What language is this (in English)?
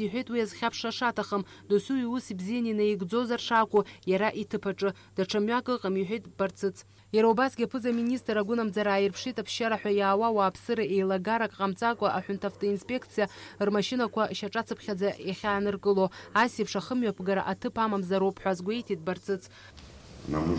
Abkhazian